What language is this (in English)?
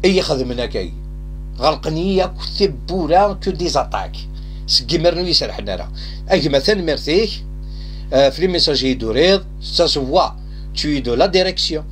Kabyle